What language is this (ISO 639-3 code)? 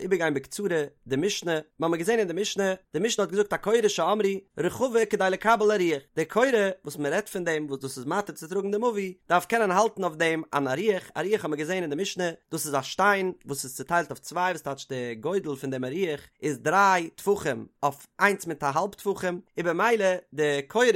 yid